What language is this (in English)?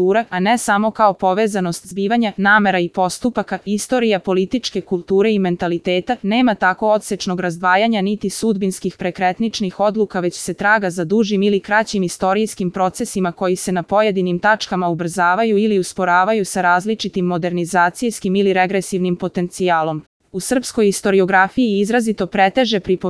Serbian